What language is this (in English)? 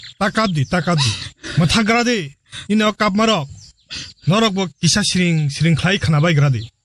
Kok Borok